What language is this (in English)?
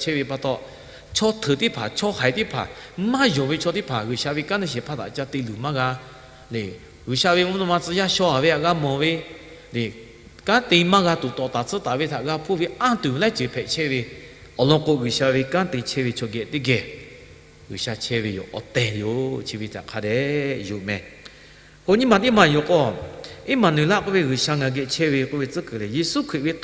Lahu